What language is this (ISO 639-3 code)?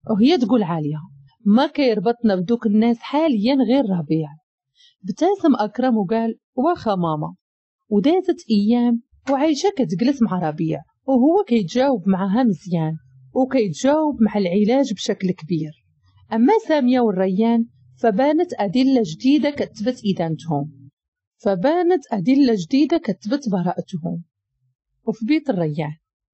ary